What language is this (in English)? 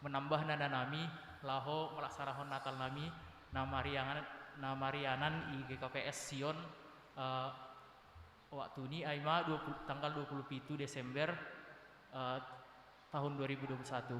Batak Simalungun